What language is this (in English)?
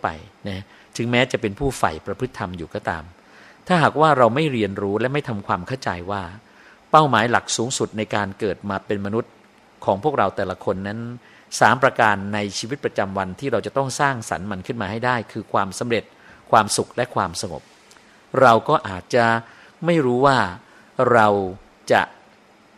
Thai